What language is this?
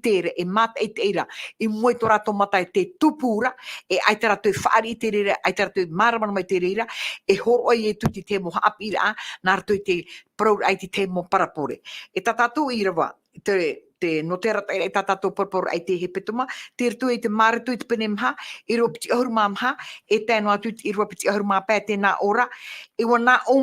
Tahitian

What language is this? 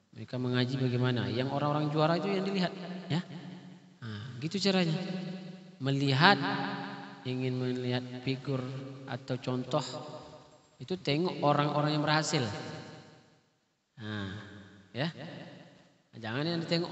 Indonesian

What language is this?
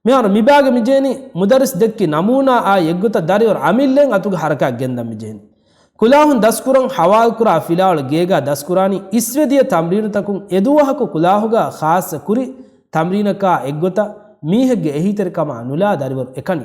Divehi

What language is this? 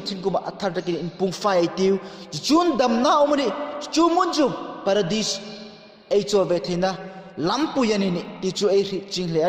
Hmar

